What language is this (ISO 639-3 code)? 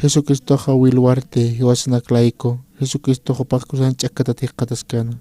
aym